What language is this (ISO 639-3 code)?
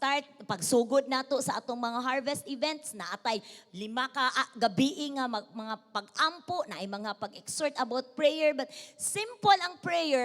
ceb